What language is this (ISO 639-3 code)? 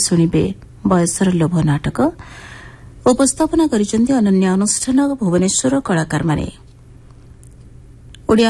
ori